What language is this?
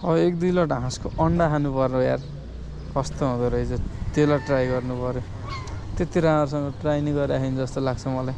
Nepali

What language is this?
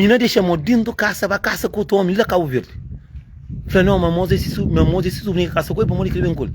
Kabuverdianu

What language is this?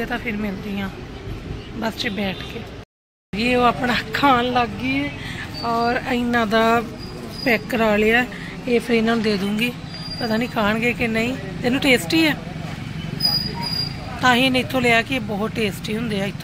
Punjabi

